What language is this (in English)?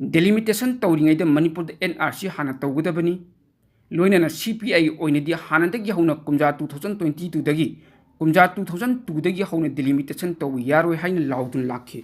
Manipuri